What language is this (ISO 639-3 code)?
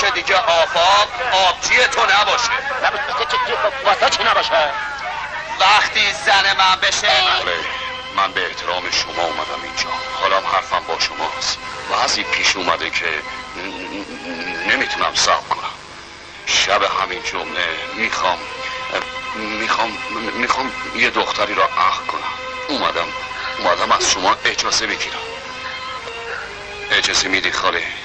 fas